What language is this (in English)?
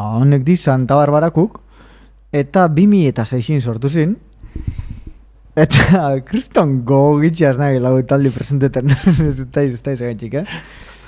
Basque